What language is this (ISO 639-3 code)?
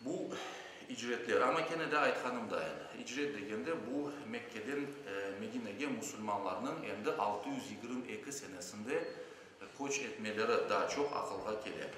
crh